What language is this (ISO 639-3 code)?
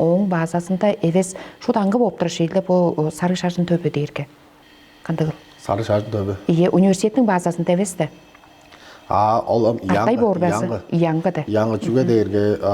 tyv